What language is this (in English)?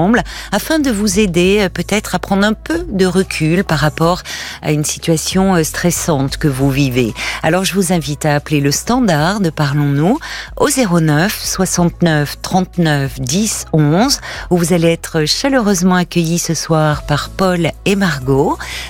French